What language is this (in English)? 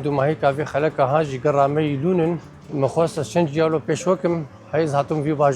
Kurdish